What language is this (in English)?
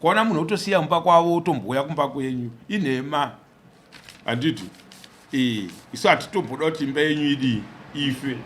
Shona